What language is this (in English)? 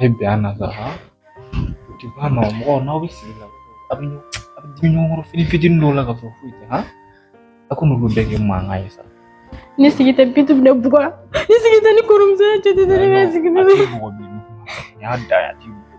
Bambara